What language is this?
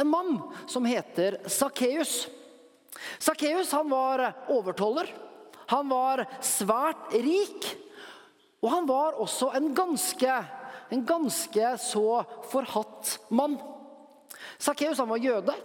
Norwegian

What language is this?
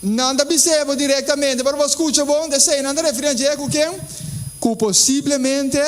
Papiamento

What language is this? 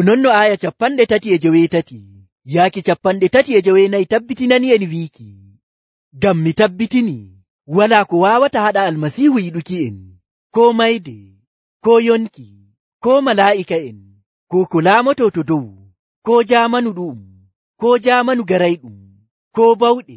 Nigerian Fulfulde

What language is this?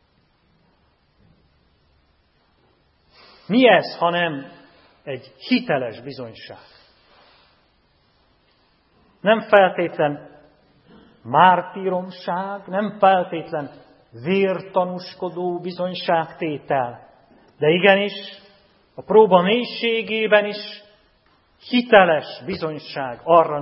Hungarian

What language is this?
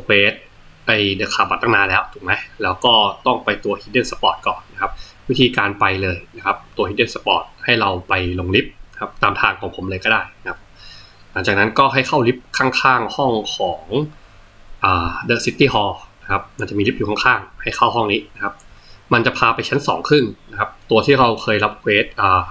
Thai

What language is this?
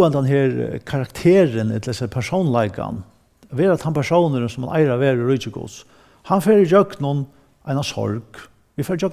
Faroese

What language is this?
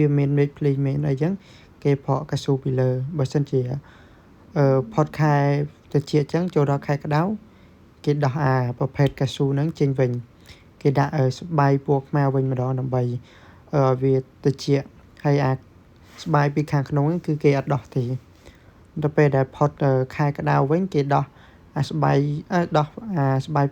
Khmer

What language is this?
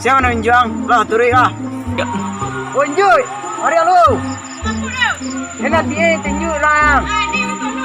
Minangkabau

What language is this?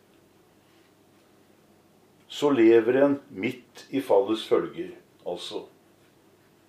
Norwegian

